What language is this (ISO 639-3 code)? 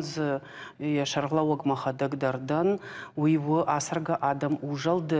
oss